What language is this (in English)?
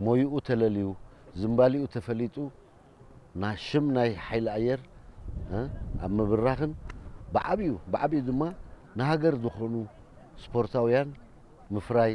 Tigrinya